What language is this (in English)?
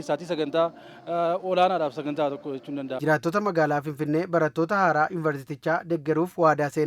Oromo